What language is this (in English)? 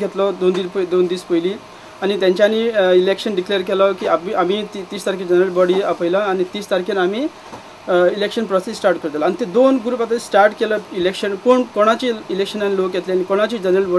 Konkani